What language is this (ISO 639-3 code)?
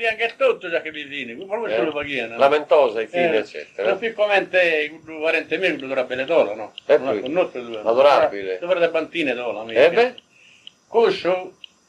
srd